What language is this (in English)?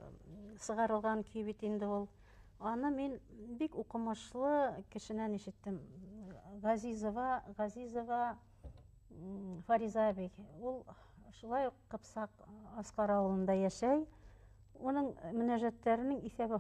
Bashkir